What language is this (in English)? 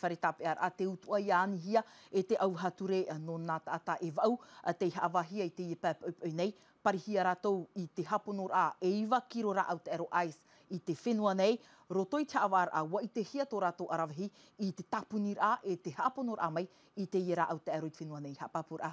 Tahitian